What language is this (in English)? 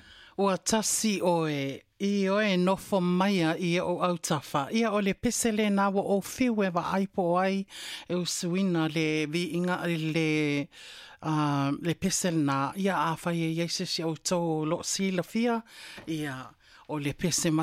Samoan